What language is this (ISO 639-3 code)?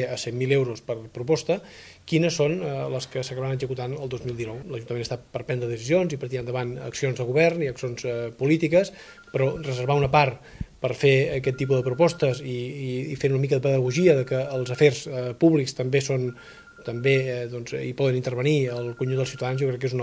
cat